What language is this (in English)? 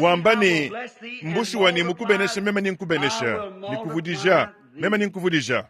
Luba-Lulua